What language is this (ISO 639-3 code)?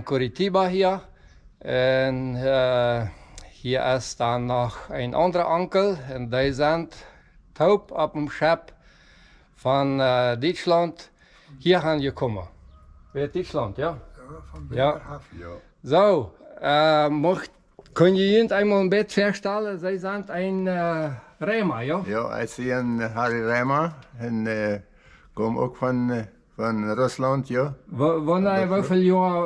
pdt